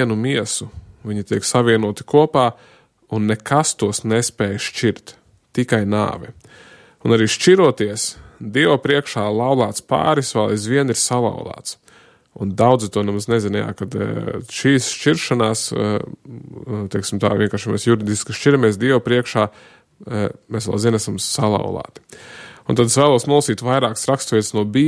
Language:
Latvian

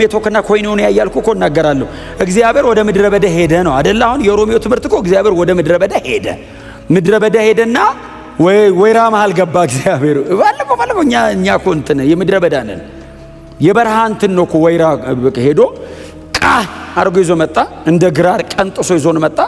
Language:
Amharic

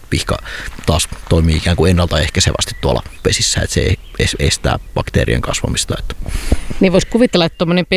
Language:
Finnish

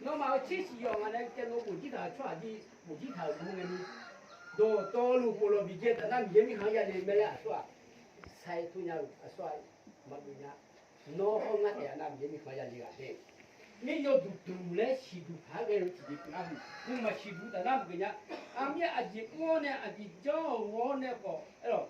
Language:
Akha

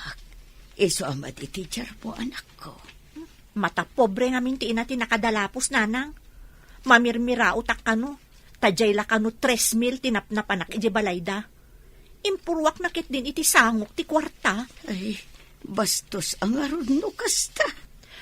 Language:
Iloko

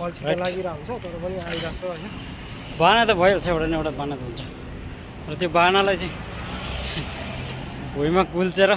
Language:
Nepali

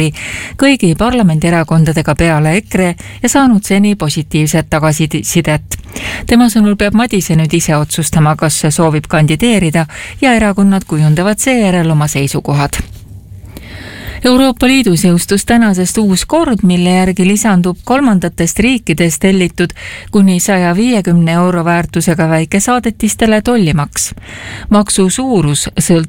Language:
Estonian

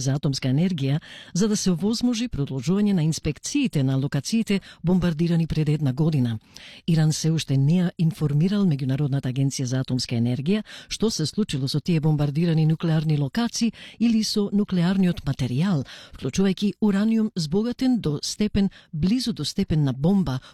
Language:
Macedonian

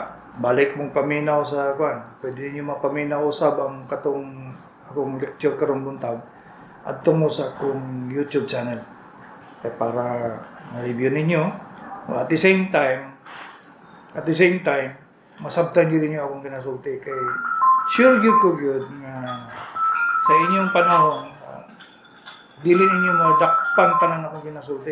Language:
Cebuano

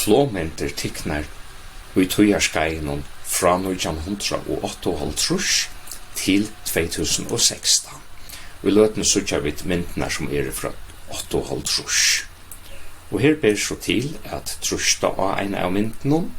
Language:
Faroese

